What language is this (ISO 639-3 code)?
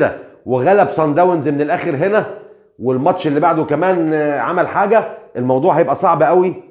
arz